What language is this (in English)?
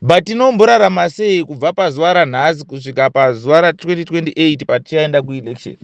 Shona